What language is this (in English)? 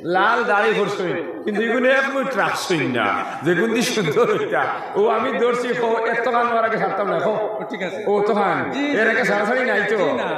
Sylheti